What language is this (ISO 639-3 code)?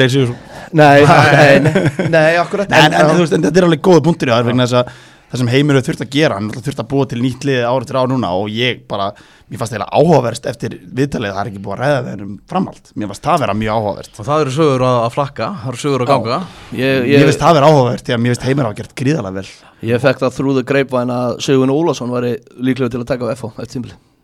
isl